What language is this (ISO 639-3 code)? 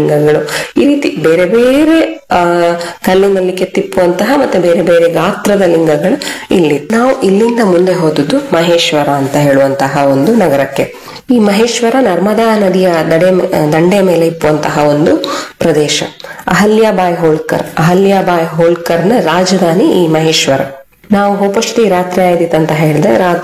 kan